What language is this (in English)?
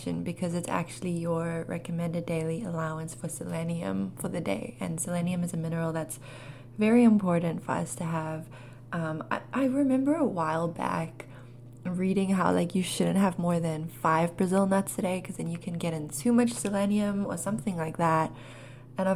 English